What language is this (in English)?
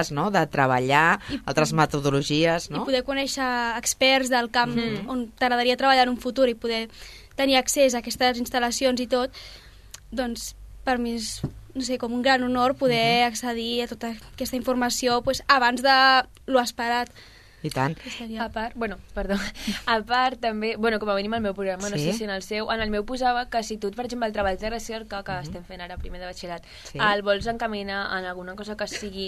Catalan